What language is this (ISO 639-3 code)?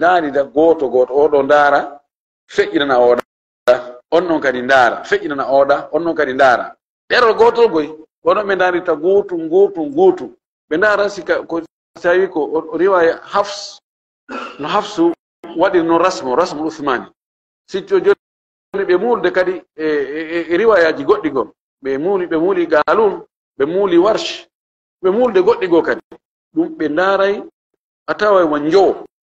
ful